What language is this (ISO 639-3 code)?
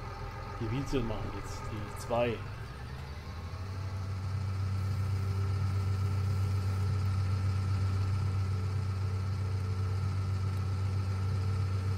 deu